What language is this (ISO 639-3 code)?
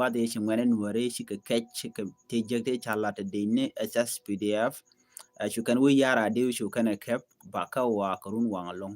nus